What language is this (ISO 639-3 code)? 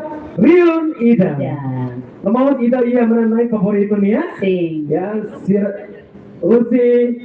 tet